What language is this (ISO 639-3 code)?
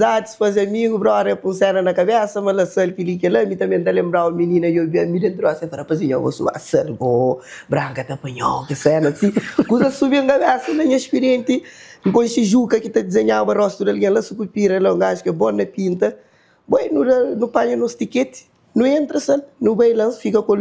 kea